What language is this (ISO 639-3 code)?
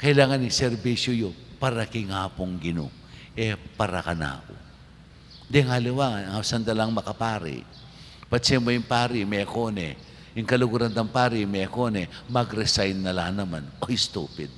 pam